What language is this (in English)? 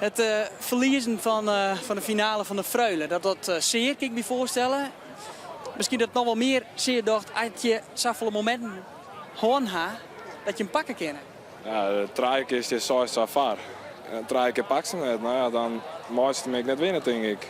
Western Frisian